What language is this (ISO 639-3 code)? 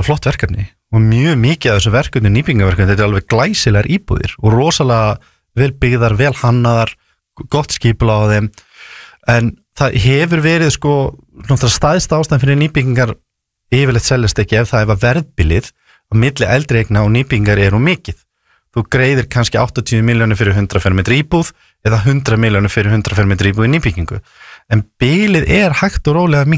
isl